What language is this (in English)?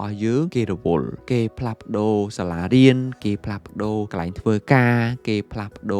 Khmer